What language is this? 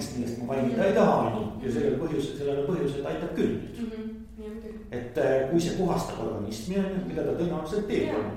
Estonian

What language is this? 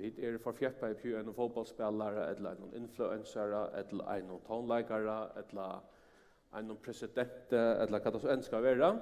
Faroese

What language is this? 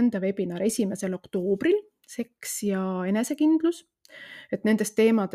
Estonian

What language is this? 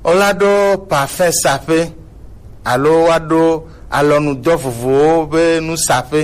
Gen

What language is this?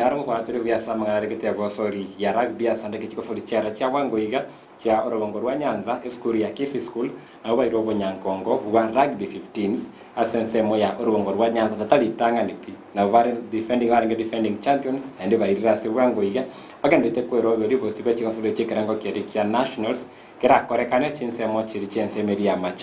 Gusii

